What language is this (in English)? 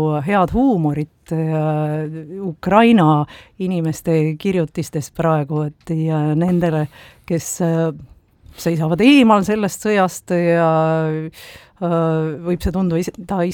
Estonian